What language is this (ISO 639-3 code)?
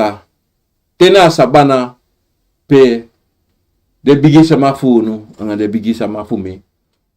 srn